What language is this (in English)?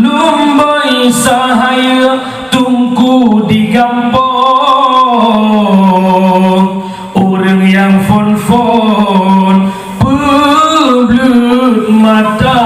Achinese